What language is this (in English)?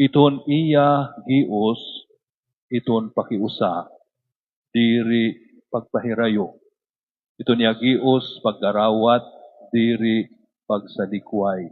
Waray